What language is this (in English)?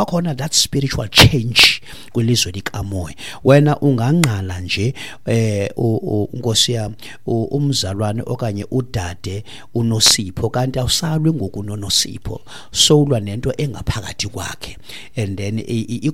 Xhosa